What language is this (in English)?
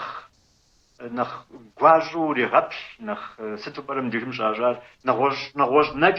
Kabardian